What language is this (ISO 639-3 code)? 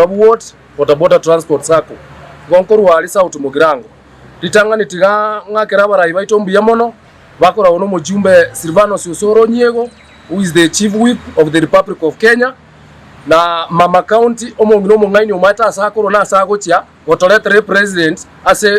guz